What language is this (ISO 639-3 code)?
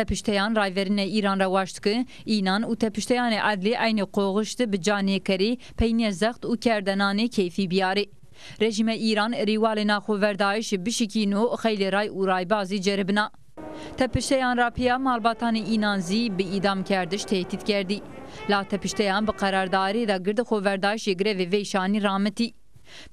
zza